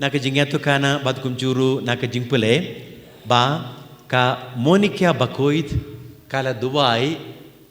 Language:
Khasi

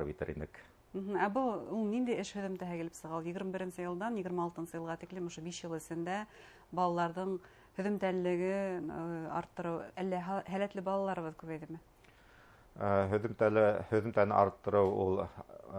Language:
Bashkir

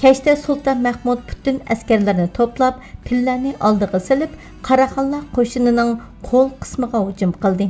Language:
Uyghur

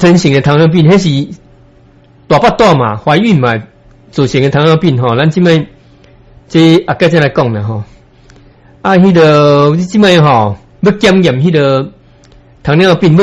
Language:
Min Nan Chinese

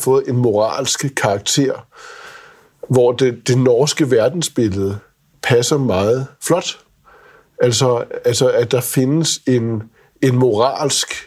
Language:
Danish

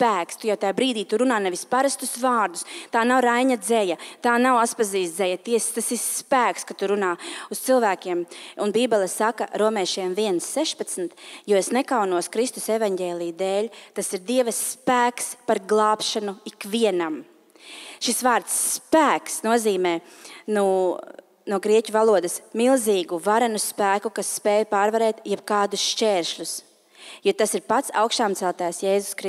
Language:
Latvian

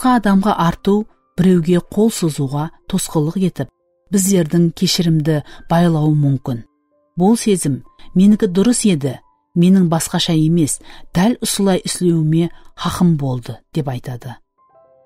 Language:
Kara-Kalpak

